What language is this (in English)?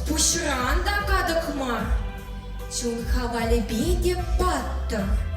Chuvash